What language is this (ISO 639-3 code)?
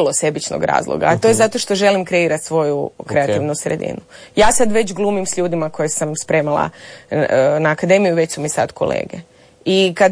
hrv